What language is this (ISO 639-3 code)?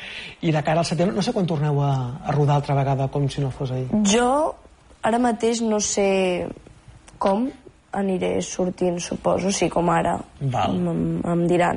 cat